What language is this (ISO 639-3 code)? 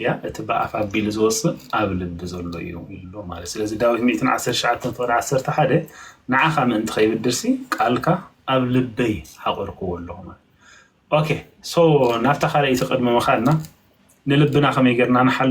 tir